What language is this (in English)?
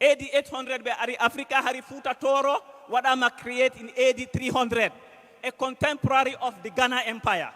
Fula